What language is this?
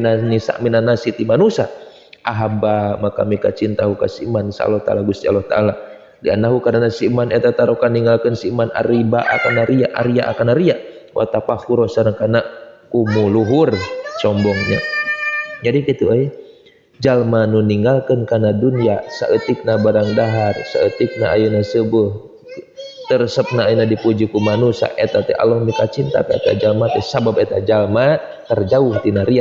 Sundanese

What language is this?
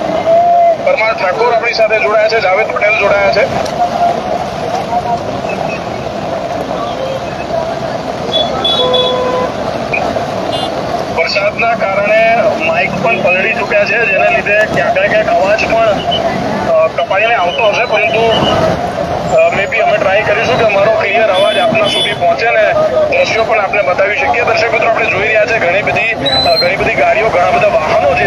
Gujarati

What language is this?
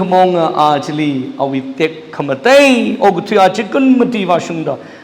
Tangkhul Naga (India)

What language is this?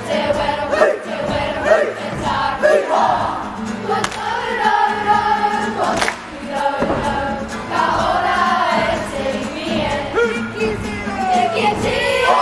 Māori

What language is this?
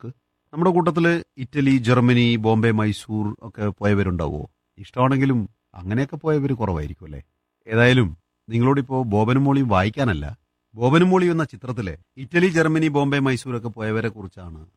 Malayalam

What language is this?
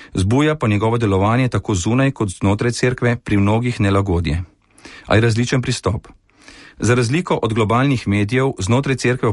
Slovenian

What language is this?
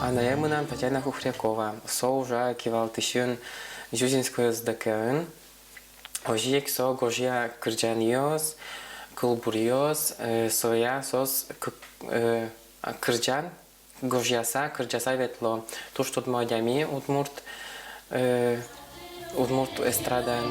Udmurt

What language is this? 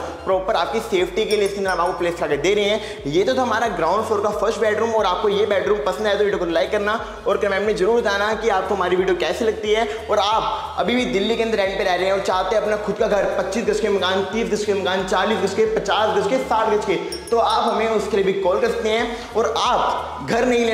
Hindi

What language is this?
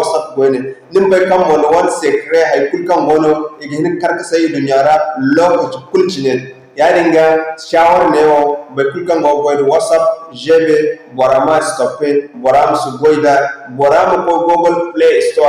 Zarma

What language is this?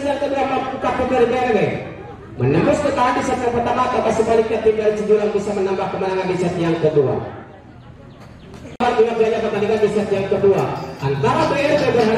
Indonesian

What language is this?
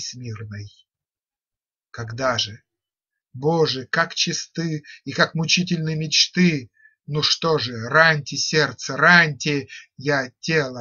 Russian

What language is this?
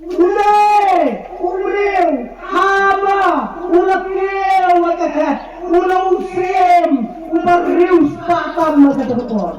Khasi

